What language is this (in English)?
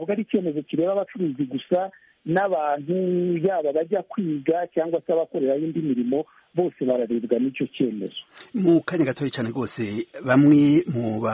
Kinyarwanda